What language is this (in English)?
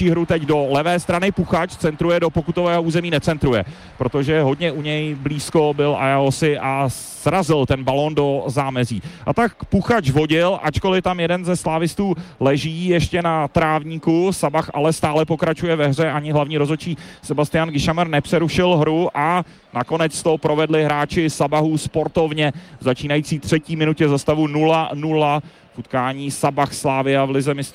Czech